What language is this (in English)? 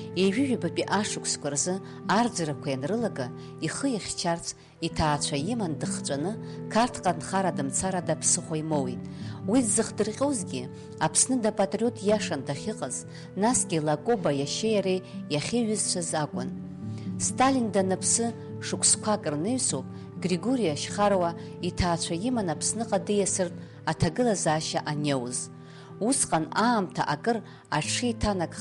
Abkhazian